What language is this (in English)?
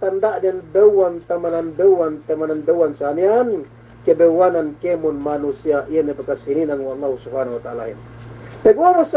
Yakan